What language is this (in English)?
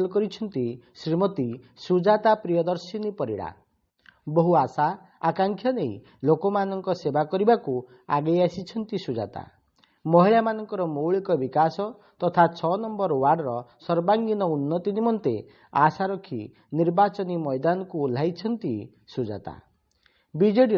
Odia